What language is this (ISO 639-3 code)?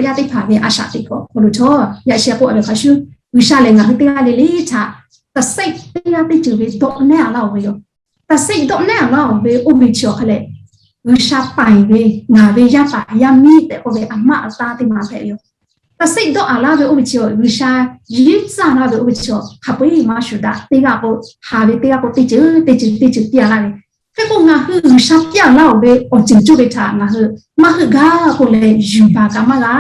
lhu